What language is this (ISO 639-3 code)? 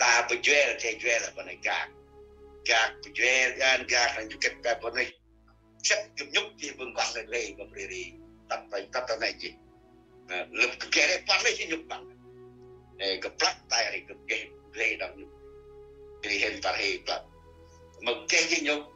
cmo